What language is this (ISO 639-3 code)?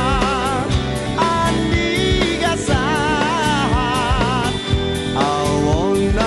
bbc